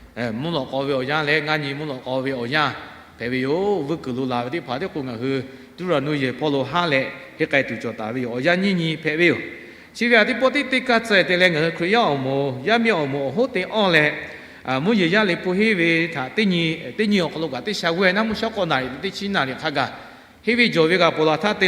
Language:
Lahu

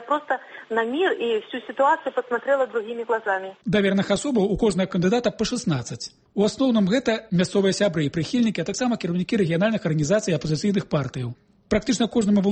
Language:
Belarusian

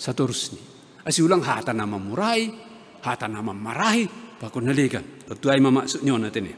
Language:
Batak Simalungun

